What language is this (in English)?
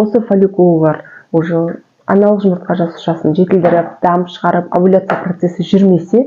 Kazakh